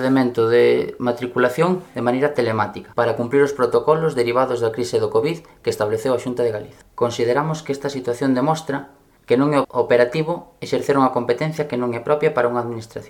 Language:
Galician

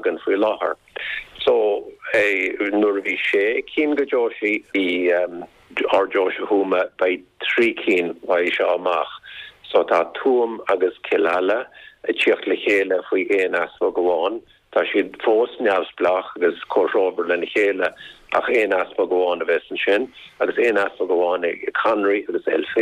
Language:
Irish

